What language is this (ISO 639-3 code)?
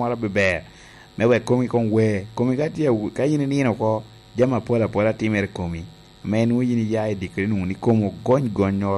laj